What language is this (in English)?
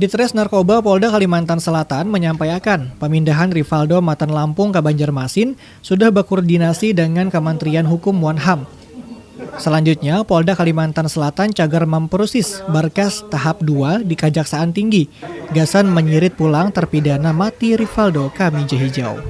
Banjar